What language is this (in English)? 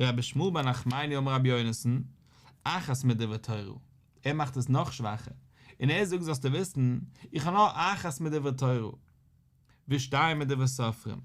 Yiddish